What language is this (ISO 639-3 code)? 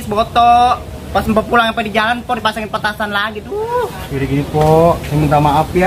bew